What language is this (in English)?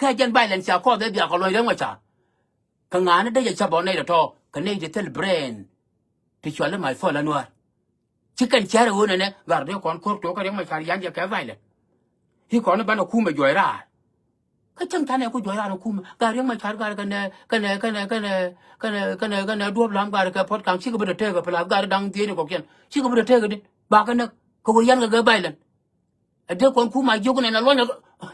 Nuer